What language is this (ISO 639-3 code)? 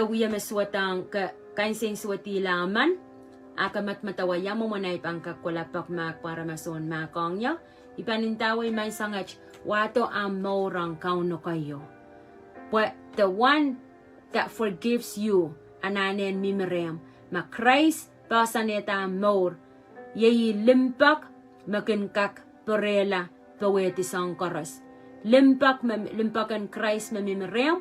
pon